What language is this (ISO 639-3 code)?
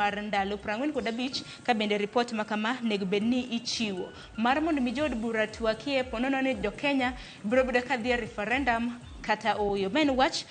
luo